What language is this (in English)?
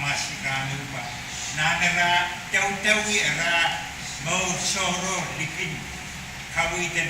Pohnpeian